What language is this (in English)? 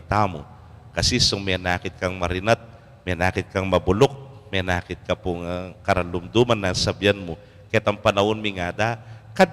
Pampanga